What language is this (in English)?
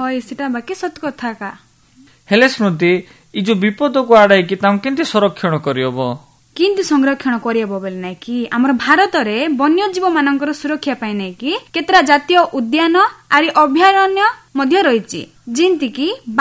Odia